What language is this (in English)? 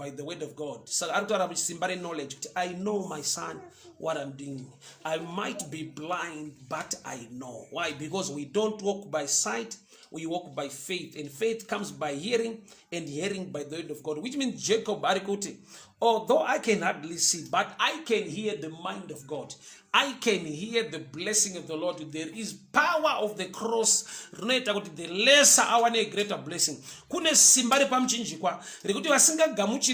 Shona